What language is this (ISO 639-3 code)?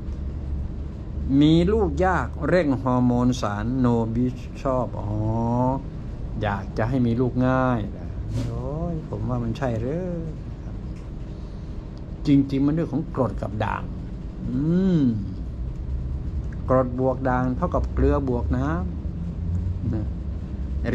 tha